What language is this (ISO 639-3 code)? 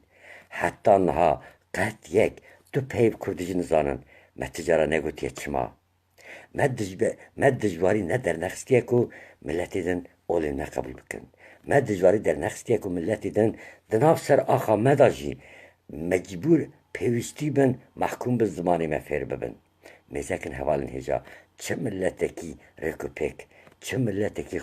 kur